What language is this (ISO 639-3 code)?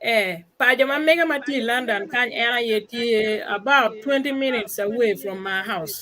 ach